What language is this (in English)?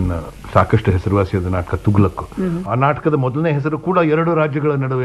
Kannada